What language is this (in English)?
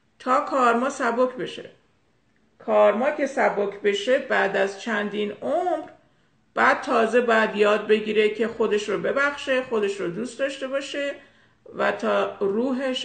Persian